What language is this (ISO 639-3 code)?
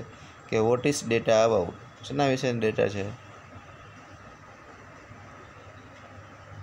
guj